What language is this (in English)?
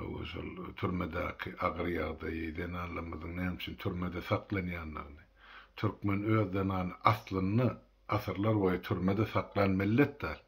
Turkmen